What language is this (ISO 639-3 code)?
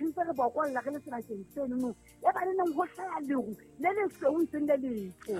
sot